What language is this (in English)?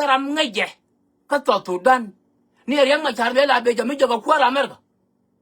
Nuer